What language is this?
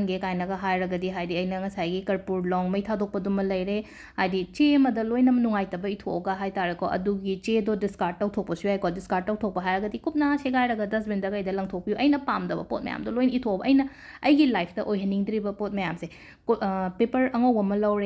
Manipuri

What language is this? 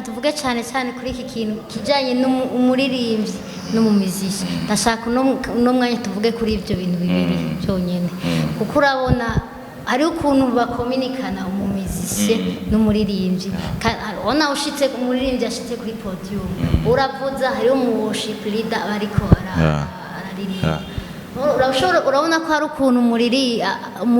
Rundi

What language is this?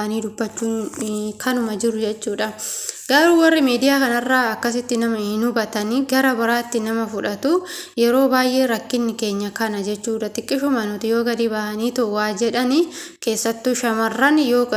Oromo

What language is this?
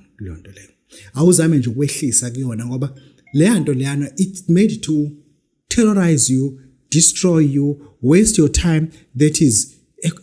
Zulu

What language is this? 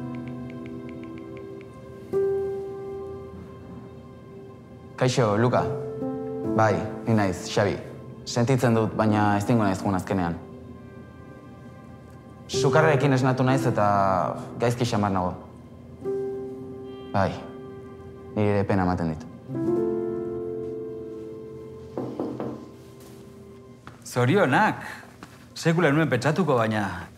Basque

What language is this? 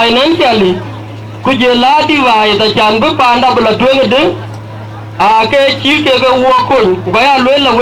Dinka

